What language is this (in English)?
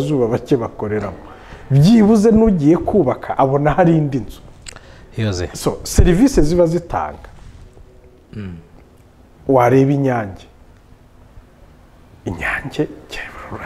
Kinyarwanda